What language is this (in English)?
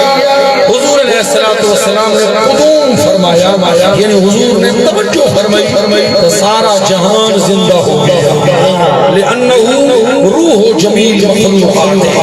Saraiki